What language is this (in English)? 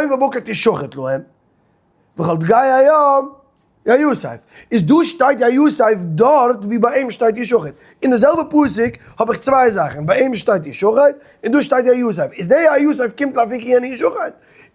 Yiddish